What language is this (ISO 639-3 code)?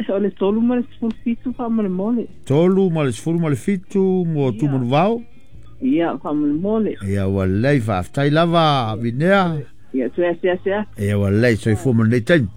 smo